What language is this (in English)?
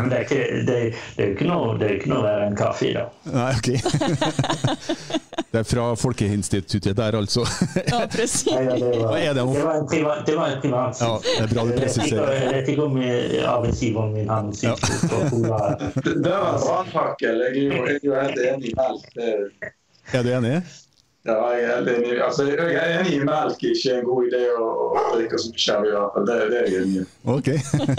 Norwegian